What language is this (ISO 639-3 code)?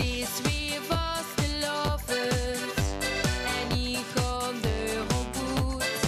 lim